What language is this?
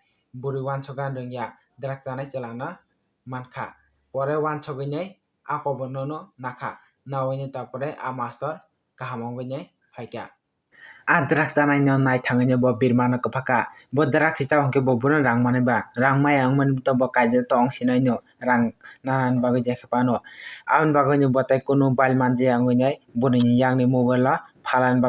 Kok Borok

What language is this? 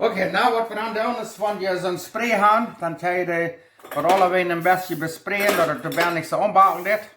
Plautdietsch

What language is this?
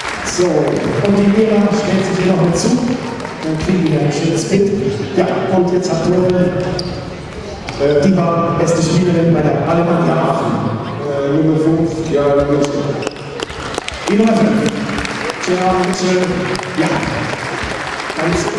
German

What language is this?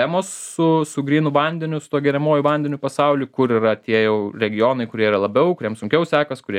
Lithuanian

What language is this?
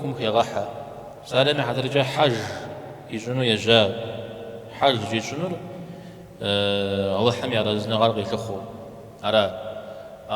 Kabardian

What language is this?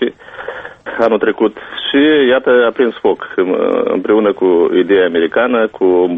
Romanian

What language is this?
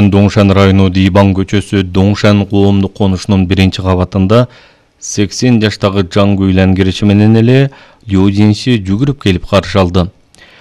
Kyrgyz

